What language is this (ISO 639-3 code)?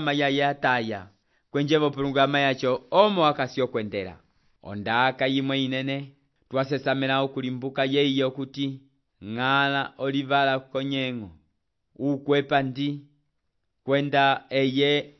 umb